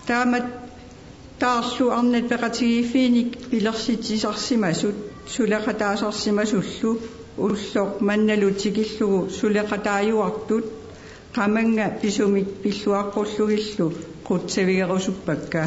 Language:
Kalaallisut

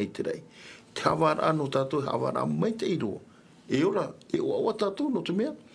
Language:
Tahitian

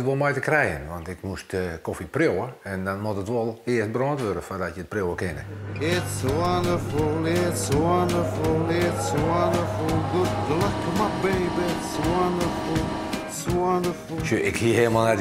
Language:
Western Frisian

